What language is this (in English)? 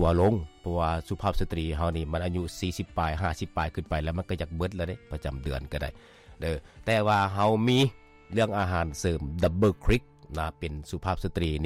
Lao